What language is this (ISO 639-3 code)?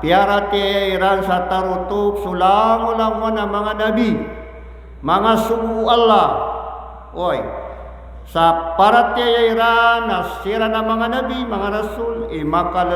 mrw